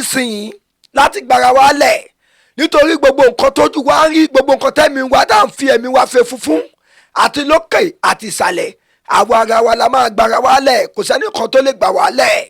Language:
Yoruba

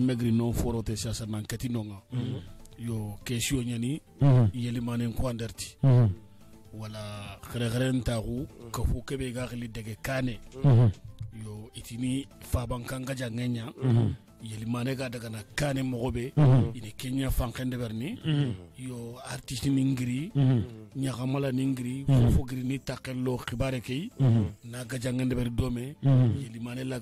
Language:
Soninke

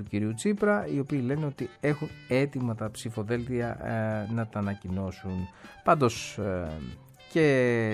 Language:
Greek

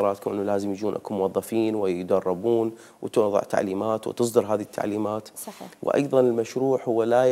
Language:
Mesopotamian Arabic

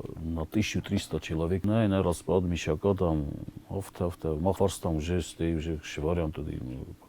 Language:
Ossetic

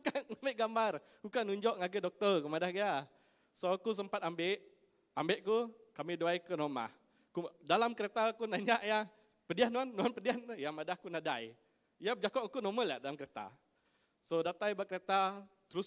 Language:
Iban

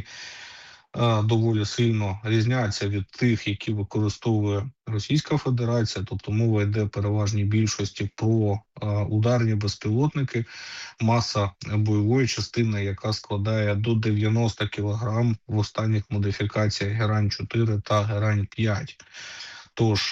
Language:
Ukrainian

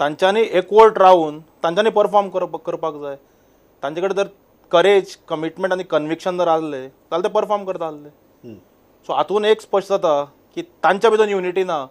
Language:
Konkani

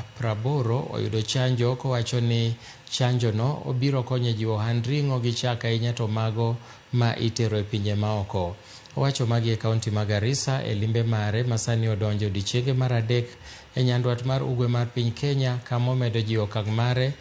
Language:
Luo (Kenya and Tanzania)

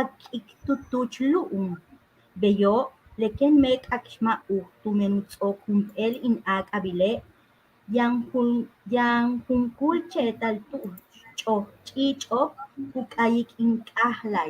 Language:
Yucateco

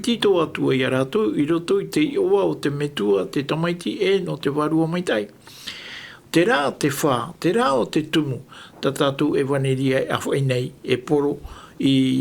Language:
Tahitian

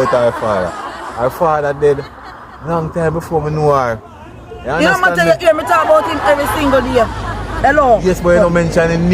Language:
Jamaican Creole English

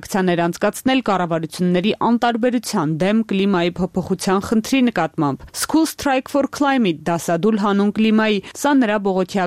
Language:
Armenian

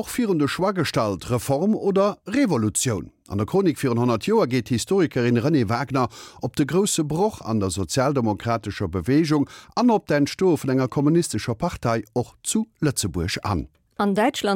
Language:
Luxembourgish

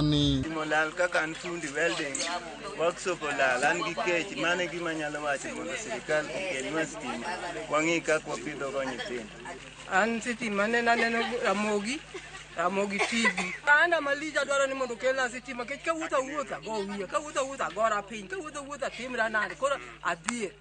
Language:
Luo (Kenya and Tanzania)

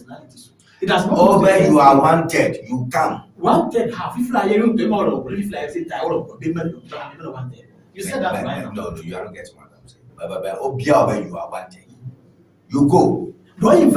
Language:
Ewe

